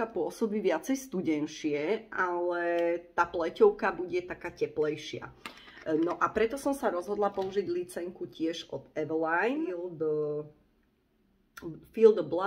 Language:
Slovak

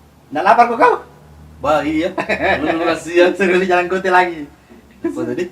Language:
Makassar Malay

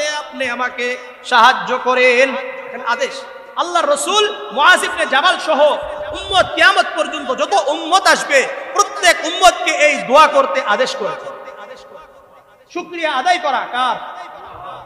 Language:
Bangla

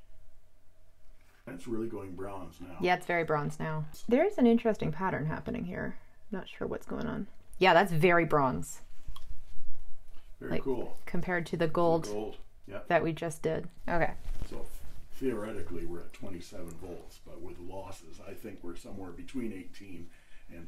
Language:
English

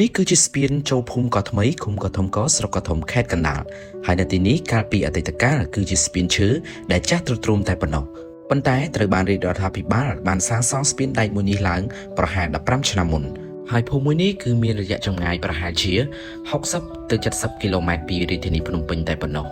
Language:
Khmer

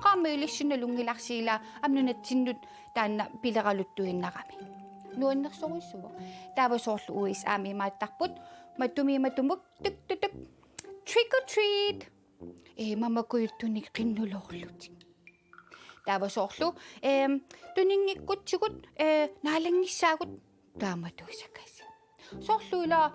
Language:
Kalaallisut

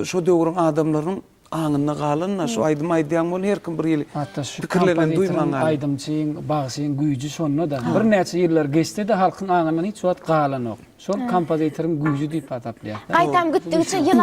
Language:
Turkmen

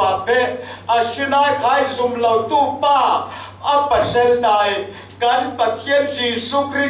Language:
Falam Chin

